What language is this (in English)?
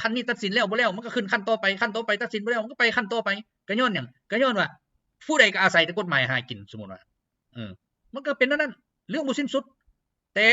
Lao